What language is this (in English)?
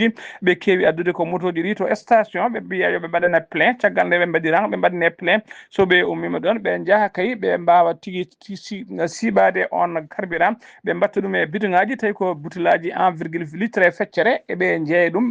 Fula